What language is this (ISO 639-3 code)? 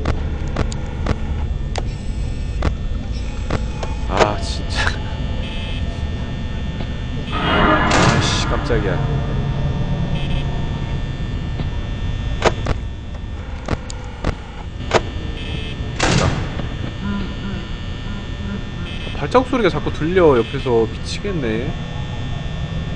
kor